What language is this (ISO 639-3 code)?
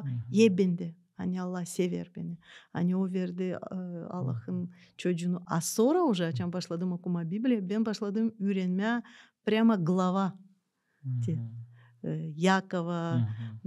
gag